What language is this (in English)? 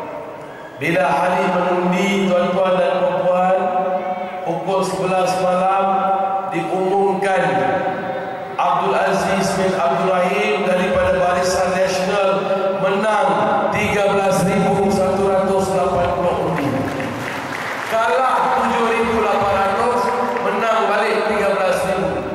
Malay